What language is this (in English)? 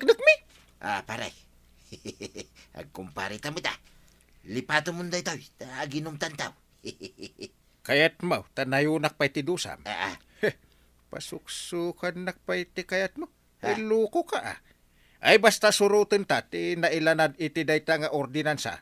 Iloko